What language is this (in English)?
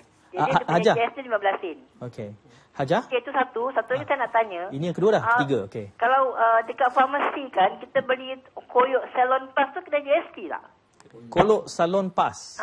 Malay